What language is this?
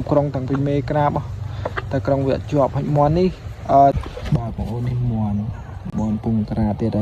Khmer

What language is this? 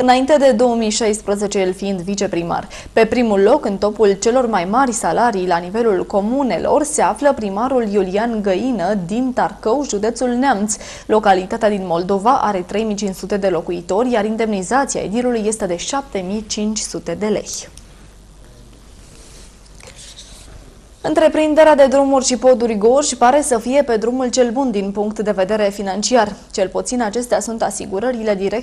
Romanian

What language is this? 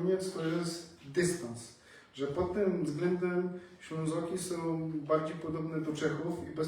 Silesian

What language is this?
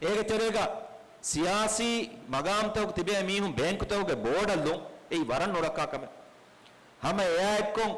Divehi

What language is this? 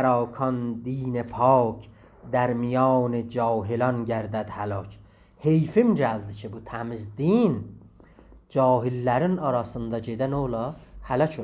South Azerbaijani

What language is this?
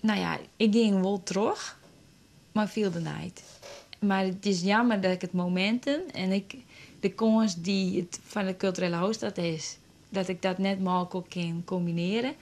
Western Frisian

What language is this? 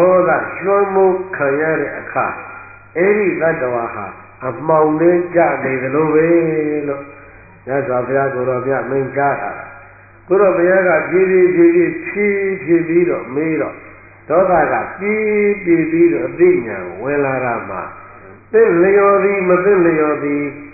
Burmese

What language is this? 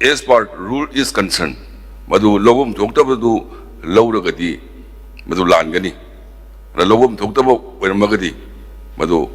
Manipuri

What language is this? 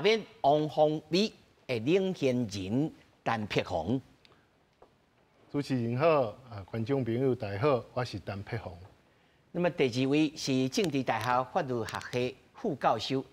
Min Nan Chinese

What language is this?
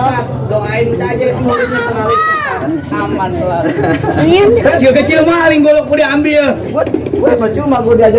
Betawi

